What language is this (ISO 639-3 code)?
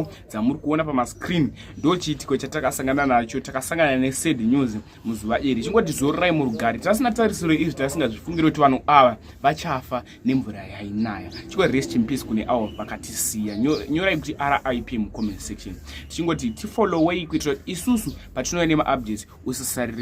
sna